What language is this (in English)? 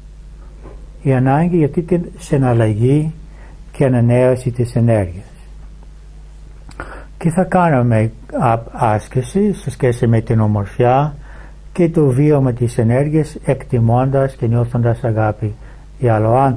Greek